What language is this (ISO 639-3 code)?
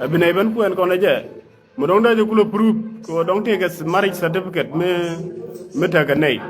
nus